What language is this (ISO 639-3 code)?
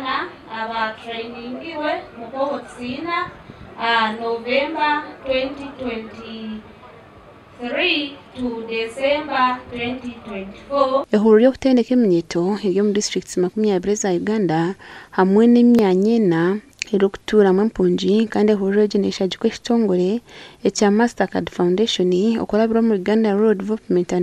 nyn